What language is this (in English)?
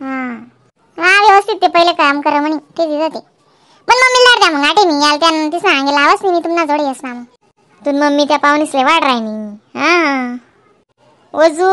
Khandesi